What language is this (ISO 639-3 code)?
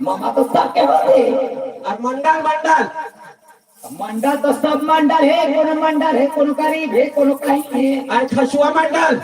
hne